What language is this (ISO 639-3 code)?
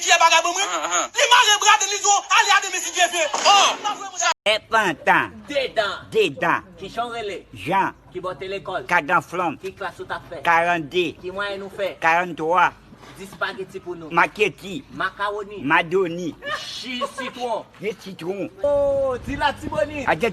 hat